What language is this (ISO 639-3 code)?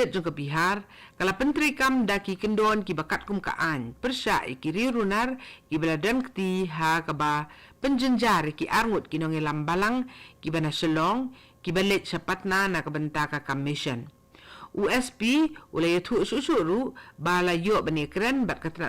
kha